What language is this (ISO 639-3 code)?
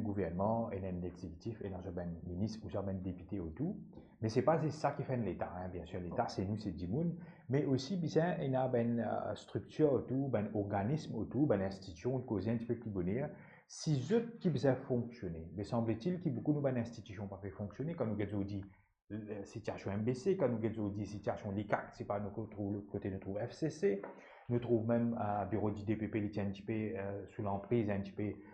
mfe